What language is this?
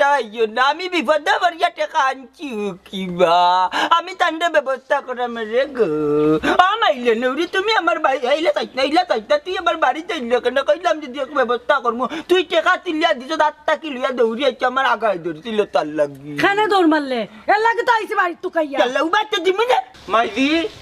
Sylheti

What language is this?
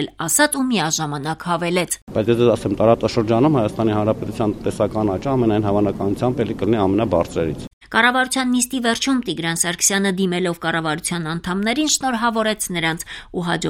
Armenian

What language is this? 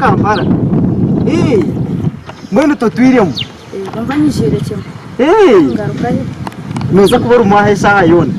Nyankole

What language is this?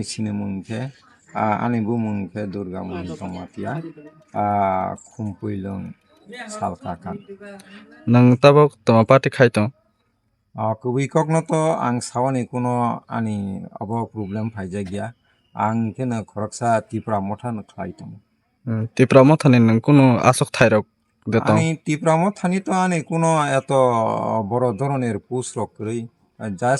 Kok Borok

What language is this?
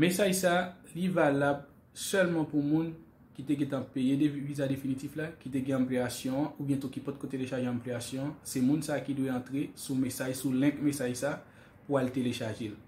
Haitian Creole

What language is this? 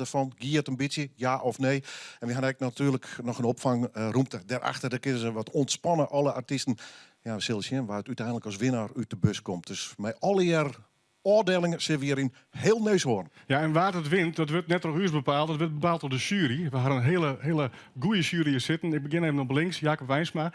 Western Frisian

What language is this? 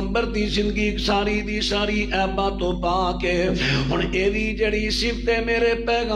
Western Panjabi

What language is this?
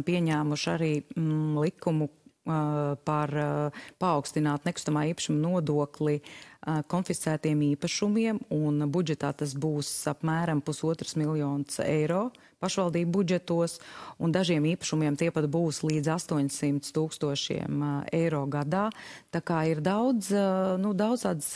Latvian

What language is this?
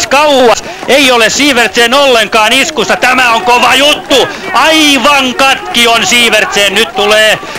Finnish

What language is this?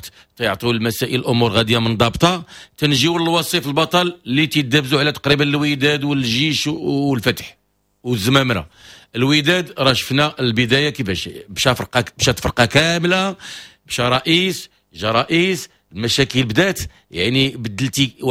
Moroccan Arabic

